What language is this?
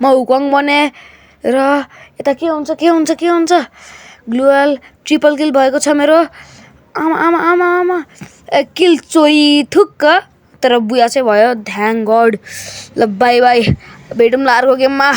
Nepali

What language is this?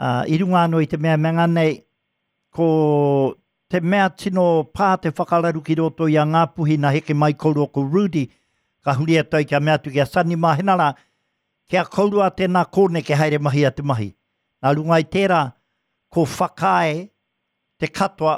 Māori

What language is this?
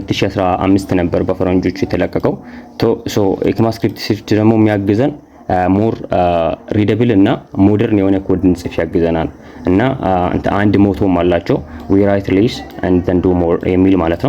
Amharic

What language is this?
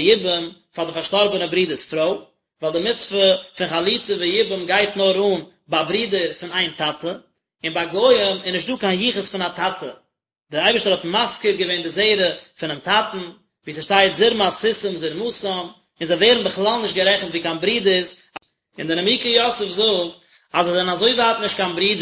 Yiddish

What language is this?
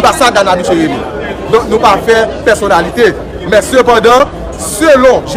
Haitian Creole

